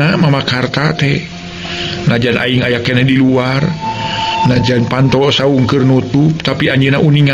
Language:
Sundanese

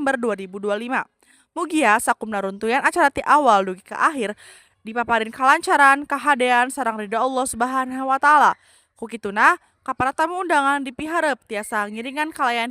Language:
Sundanese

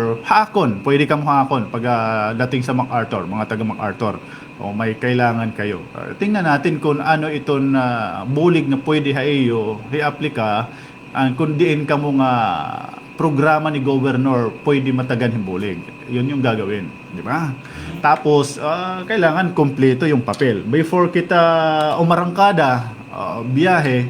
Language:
Waray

